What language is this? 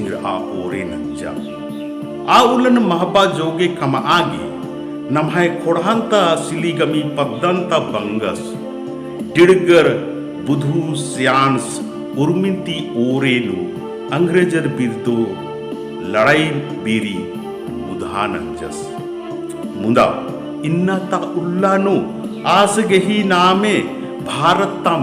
Kurukh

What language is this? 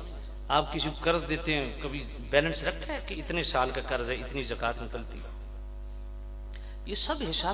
Urdu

